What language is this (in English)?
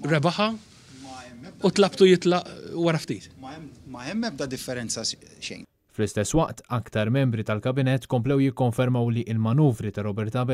Maltese